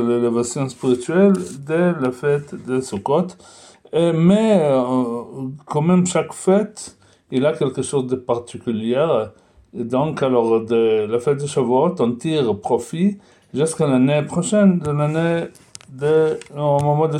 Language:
French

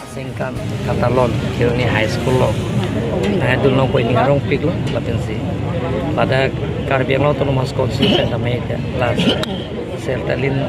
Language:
Karbi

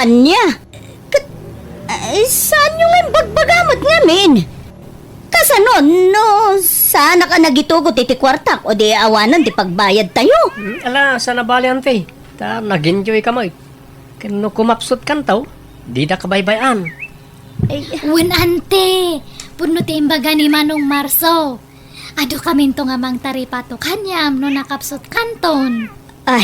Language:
Iloko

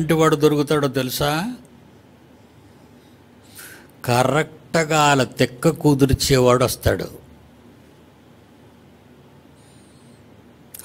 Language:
Telugu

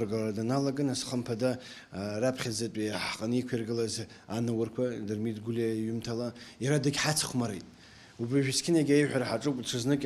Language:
Abkhazian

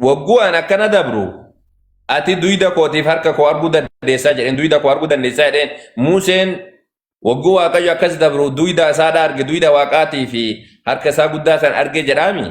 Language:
Oromo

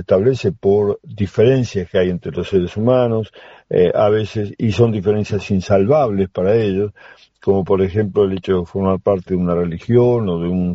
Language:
Spanish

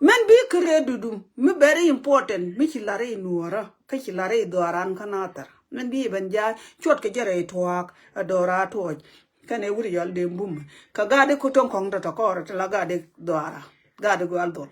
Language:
Nuer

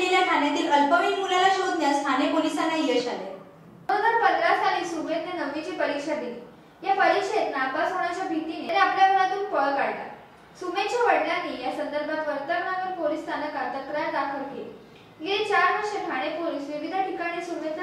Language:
Marathi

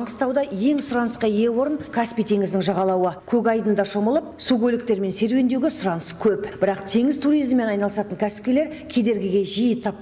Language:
Kazakh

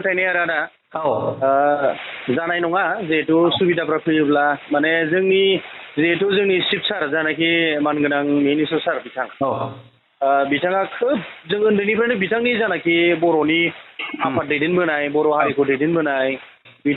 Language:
Bodo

